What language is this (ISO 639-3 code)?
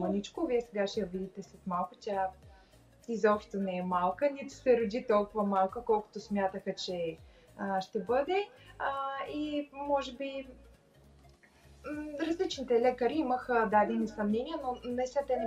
bul